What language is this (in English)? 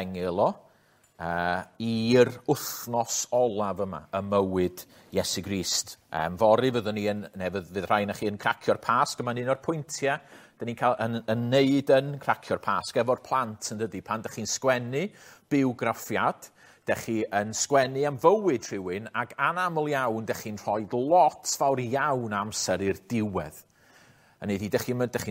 Welsh